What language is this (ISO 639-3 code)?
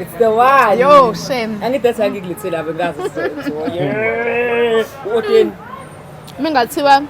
zul